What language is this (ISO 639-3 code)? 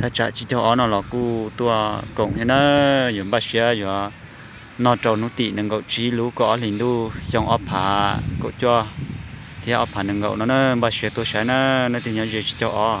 hmn